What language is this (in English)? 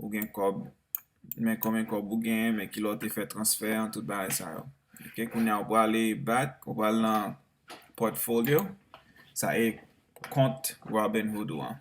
Haitian Creole